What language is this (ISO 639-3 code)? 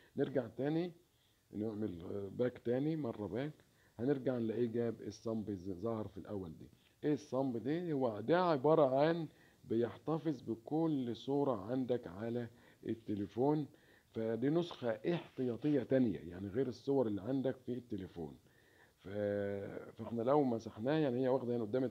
arz